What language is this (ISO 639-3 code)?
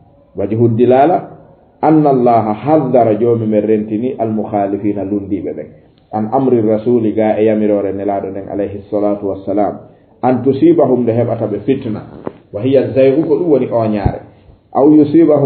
ful